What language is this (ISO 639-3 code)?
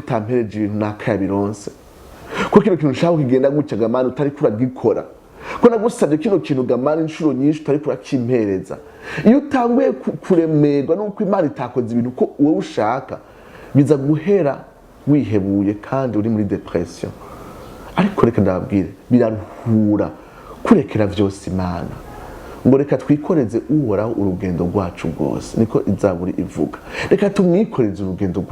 run